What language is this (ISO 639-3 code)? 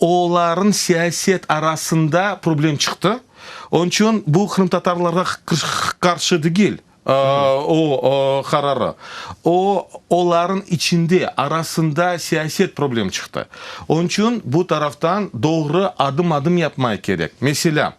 crh